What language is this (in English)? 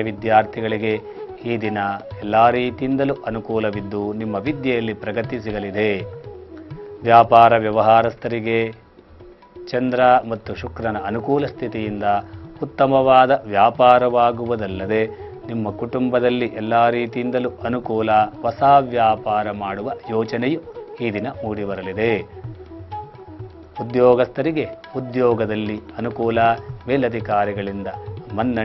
Kannada